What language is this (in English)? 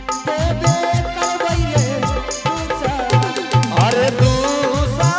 Angika